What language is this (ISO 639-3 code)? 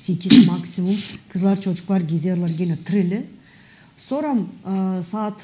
gag